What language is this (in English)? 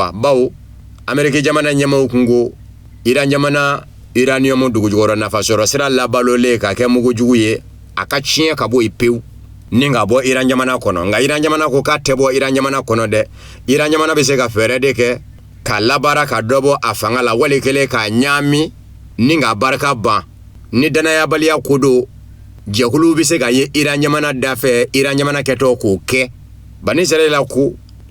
Bambara